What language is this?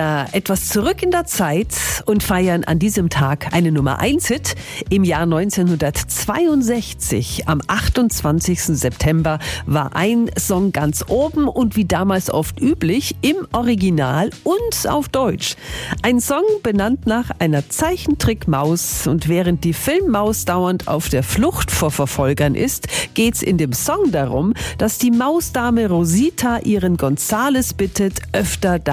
German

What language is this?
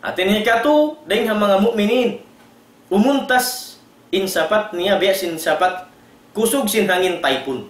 Tausug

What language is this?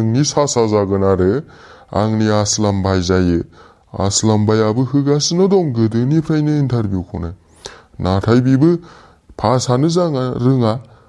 Bodo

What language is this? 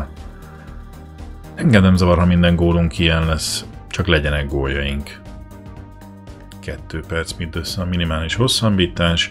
Hungarian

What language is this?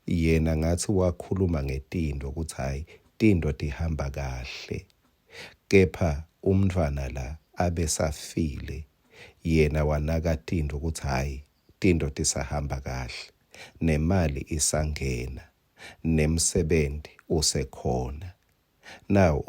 Swati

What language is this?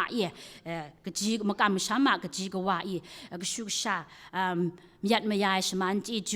Kachin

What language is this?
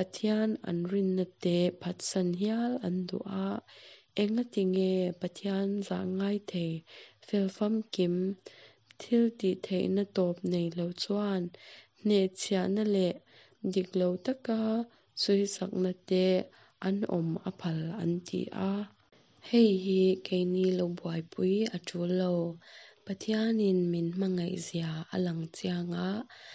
Mizo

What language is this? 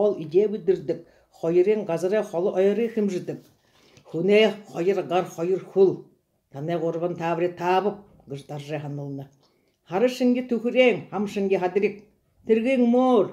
Buriat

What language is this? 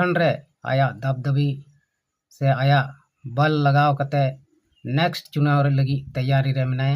Santali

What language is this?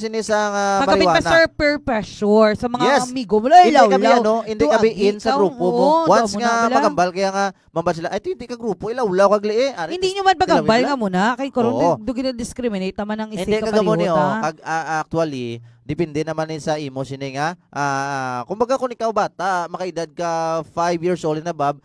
Hiligaynon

